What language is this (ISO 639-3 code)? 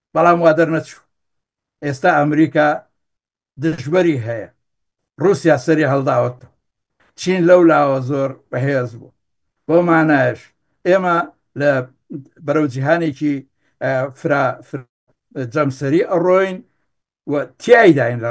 ckb